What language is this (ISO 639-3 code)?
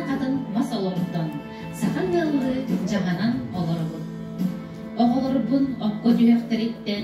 sah